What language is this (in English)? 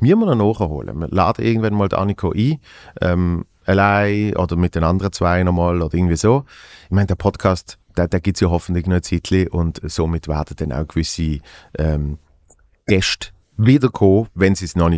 Swiss German